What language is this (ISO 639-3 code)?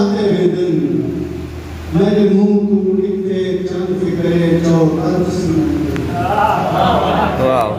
skr